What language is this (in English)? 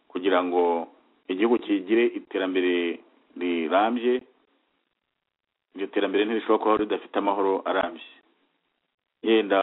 Kinyarwanda